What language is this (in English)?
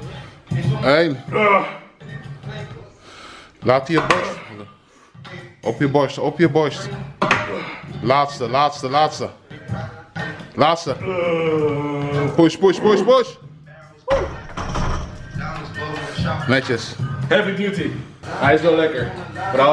Dutch